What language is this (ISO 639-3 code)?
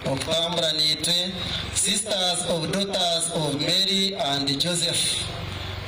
nyn